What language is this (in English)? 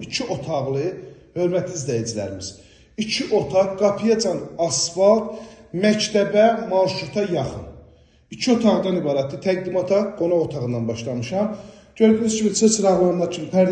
Azerbaijani